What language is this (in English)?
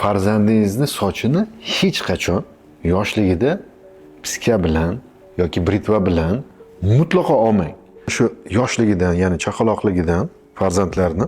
Uzbek